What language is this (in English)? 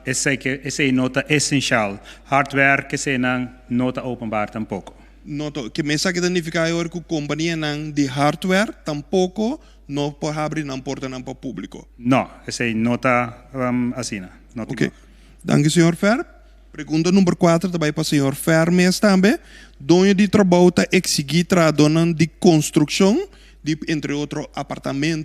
Papiamento